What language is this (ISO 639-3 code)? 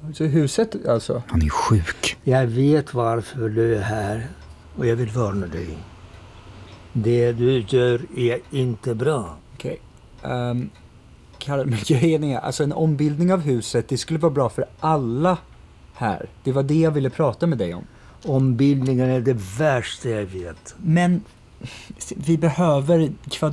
swe